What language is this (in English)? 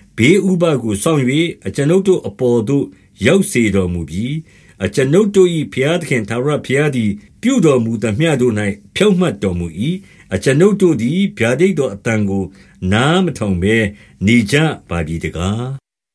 Burmese